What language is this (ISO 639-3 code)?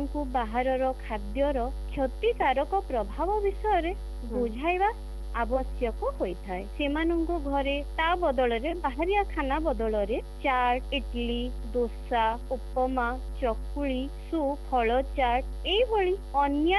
ori